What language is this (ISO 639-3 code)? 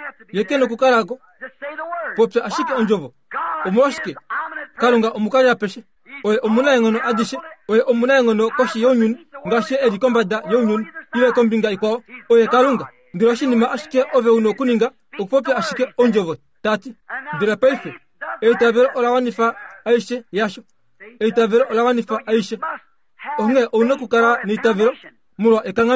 kua